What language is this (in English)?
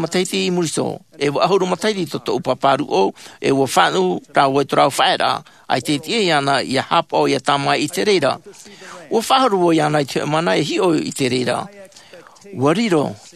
Tahitian